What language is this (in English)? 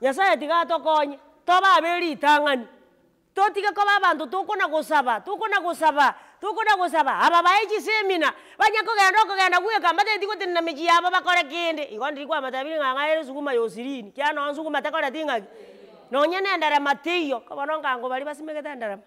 Gusii